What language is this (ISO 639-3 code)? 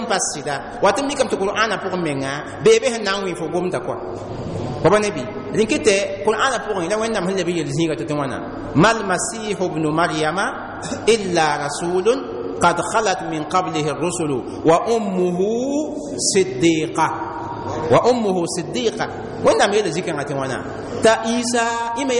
mos